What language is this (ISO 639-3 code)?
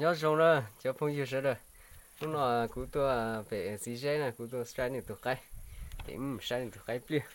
hmn